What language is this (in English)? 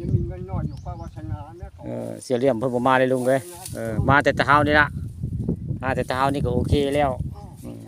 Northeastern Thai